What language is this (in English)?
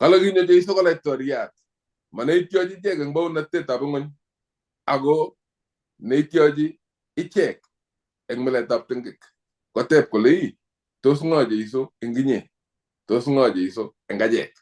Kalenjin